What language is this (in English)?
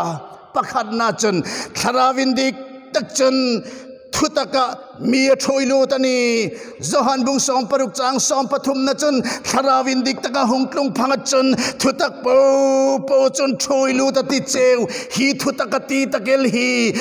Hmar